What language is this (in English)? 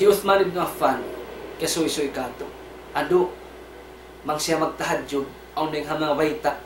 Tausug